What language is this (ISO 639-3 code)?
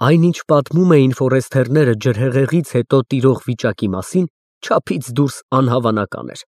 hye